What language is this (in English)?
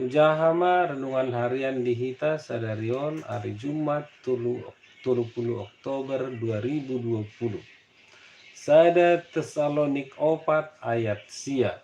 Batak Toba